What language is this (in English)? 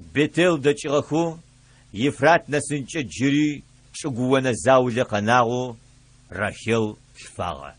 Adyghe